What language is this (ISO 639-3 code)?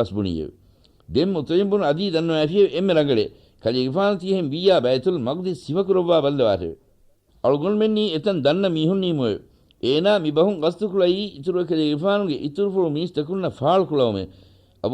div